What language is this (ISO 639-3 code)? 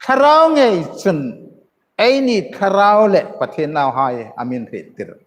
hmr